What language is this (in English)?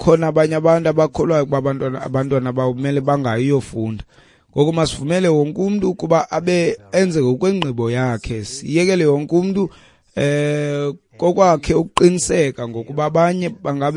Xhosa